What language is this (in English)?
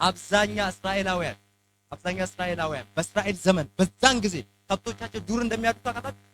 Amharic